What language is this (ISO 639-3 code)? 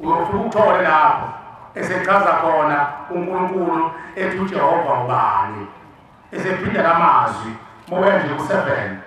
zul